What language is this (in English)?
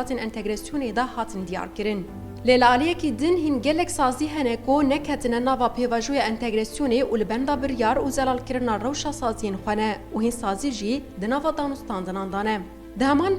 Kurdish